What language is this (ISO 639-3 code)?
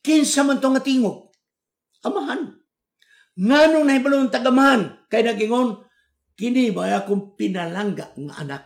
ceb